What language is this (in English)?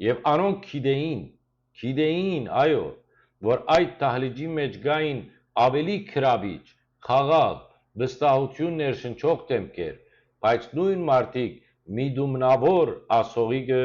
Western Armenian